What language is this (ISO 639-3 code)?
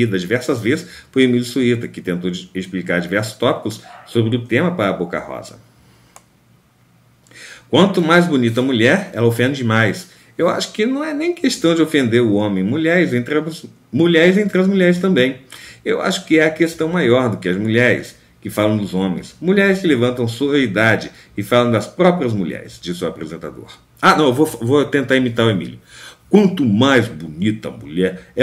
por